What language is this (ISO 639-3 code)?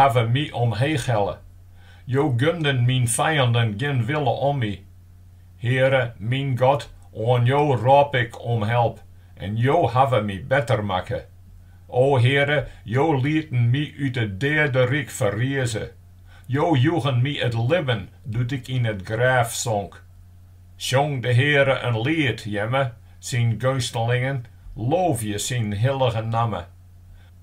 fry